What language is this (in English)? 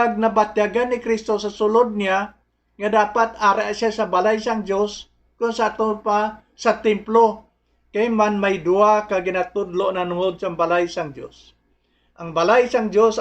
Hiligaynon